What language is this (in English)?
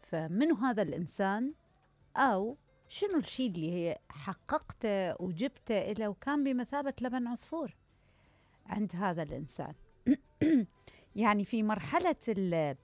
Mesopotamian Arabic